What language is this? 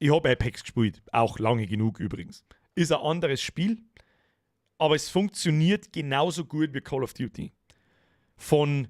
Bavarian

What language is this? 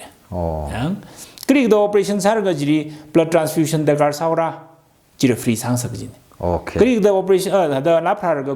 Tangkhul Naga (India)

